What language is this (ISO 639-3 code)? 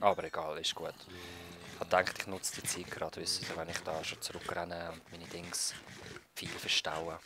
gsw